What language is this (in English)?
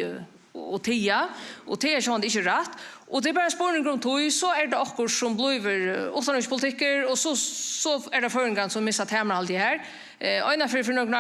Faroese